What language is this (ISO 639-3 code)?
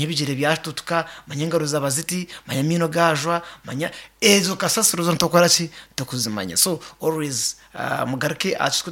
nyn